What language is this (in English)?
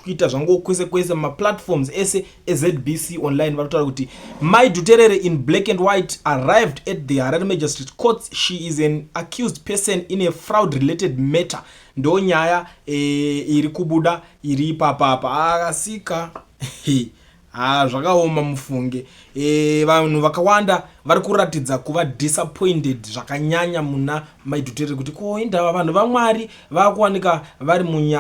Shona